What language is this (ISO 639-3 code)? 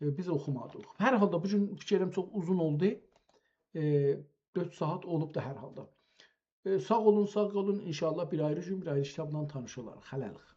azb